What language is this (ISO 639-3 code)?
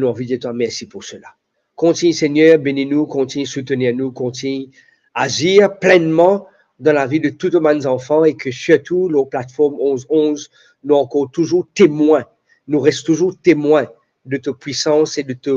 mfe